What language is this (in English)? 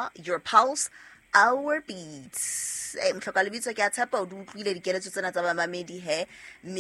Southern Sotho